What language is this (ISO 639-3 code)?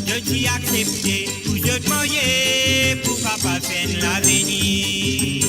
mfe